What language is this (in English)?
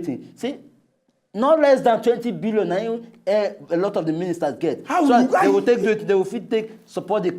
Nigerian Pidgin